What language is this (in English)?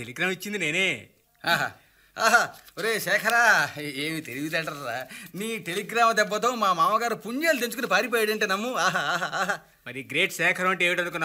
Telugu